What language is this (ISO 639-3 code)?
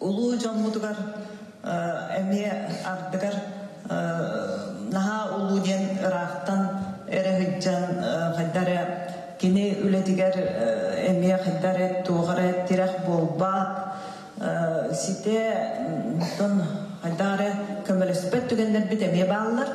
sah